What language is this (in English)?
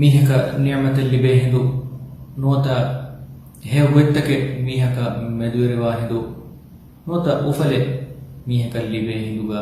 Divehi